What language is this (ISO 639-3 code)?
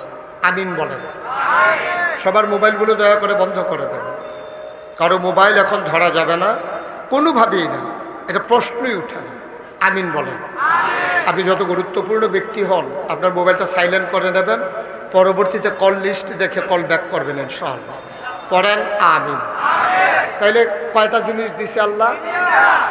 ben